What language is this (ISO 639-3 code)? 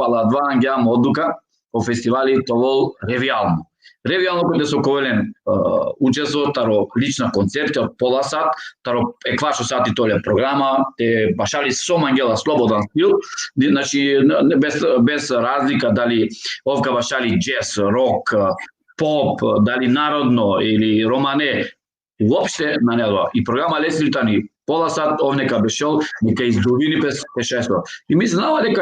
rmn